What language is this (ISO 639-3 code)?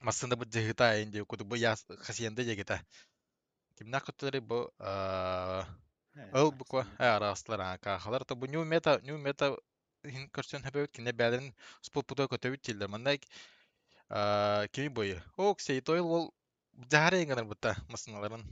sah